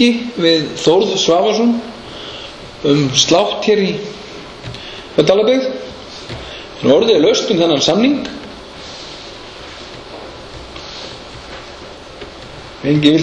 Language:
Icelandic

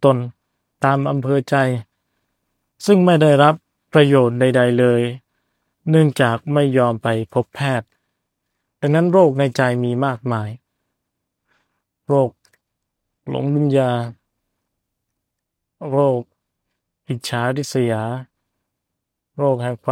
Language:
Thai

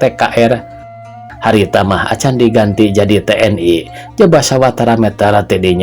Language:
Sundanese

